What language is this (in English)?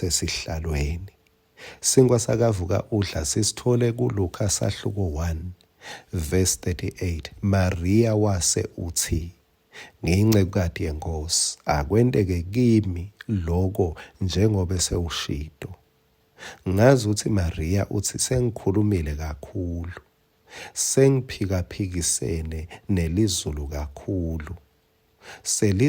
Swati